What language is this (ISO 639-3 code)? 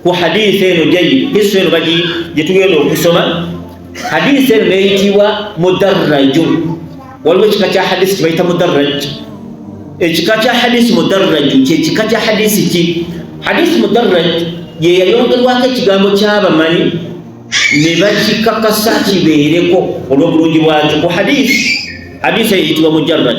lug